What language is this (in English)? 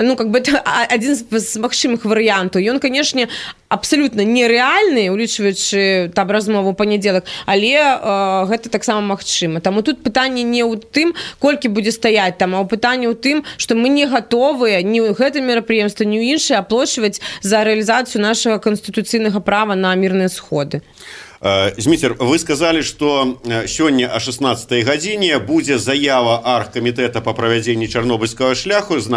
Belarusian